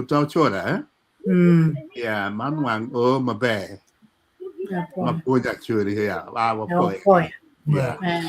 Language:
Acoli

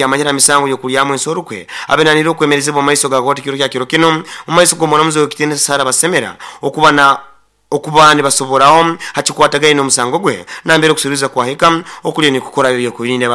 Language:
Nyoro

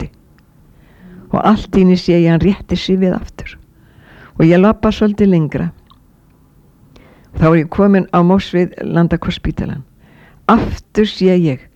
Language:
Icelandic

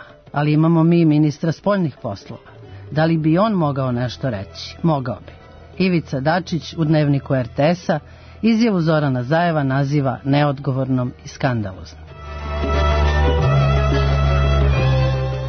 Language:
Serbian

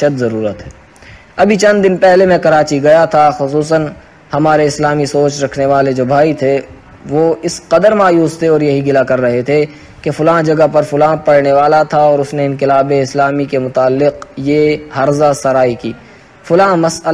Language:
Urdu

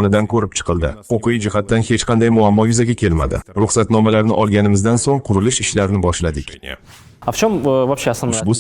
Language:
Uzbek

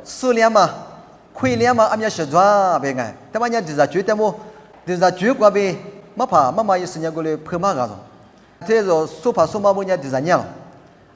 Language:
Lisu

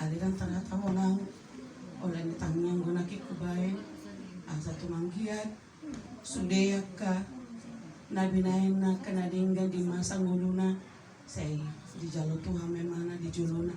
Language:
Batak Toba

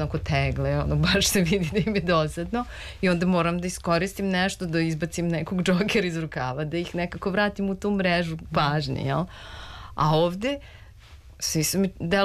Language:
Serbian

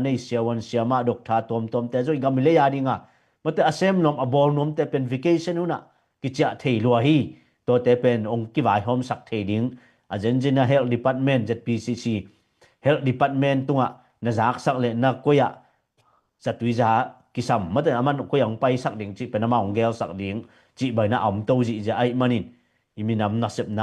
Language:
Tedim Chin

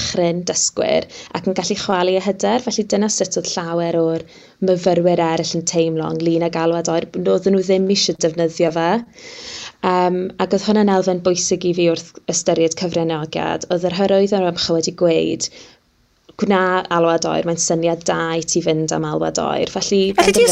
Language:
Welsh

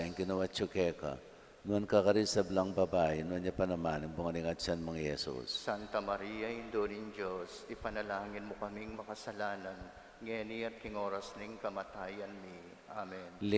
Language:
Pampanga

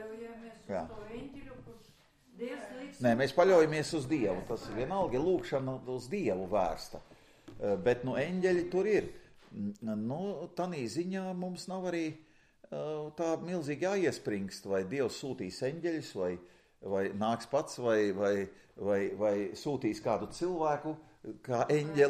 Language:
Latvian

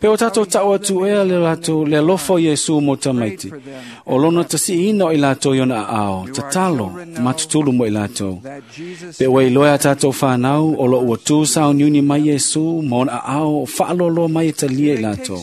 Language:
Samoan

